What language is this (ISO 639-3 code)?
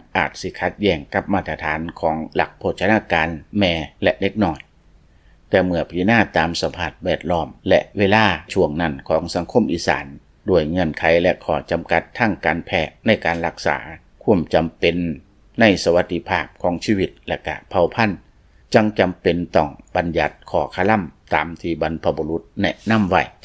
lao